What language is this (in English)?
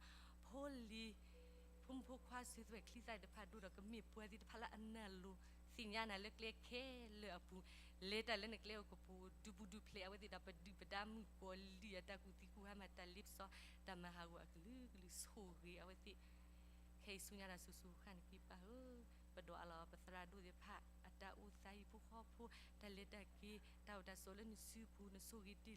S'gaw Karen